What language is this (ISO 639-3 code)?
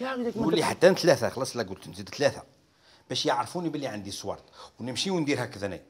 arq